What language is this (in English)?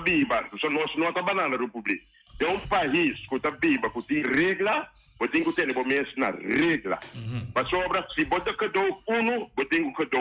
Papiamento